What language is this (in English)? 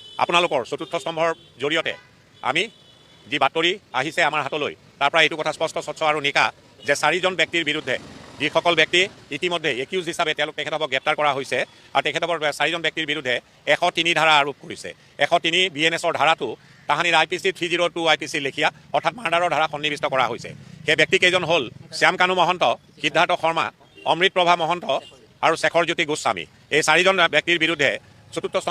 Assamese